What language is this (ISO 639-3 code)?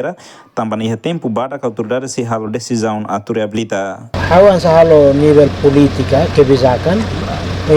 tet